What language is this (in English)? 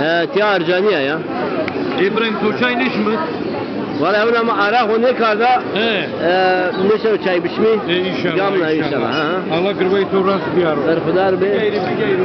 Zaza